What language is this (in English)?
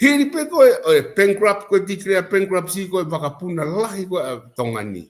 Tongan